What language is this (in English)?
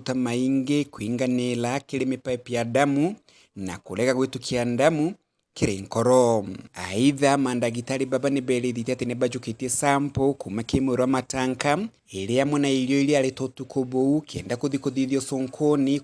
Meru